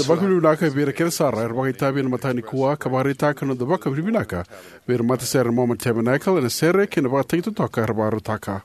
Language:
Fijian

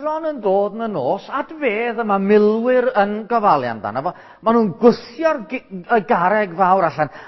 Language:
Welsh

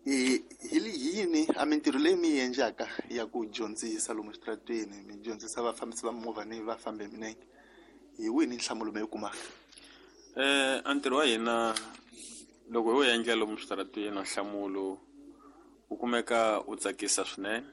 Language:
Tsonga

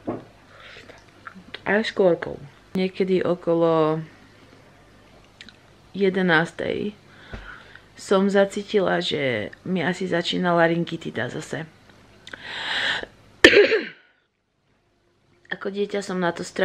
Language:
Slovak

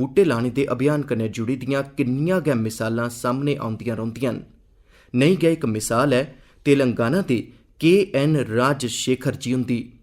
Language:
Dogri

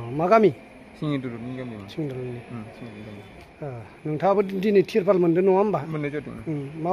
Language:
Bodo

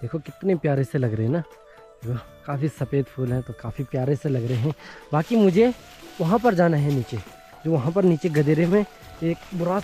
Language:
Hindi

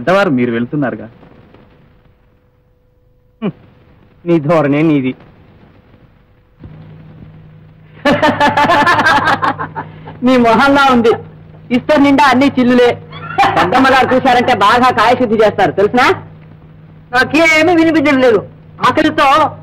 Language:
Telugu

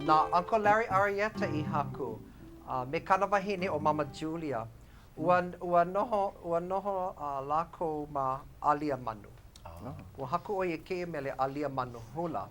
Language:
Hawaiian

